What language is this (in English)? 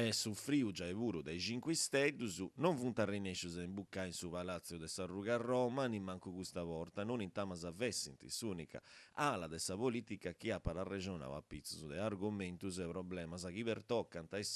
Sardinian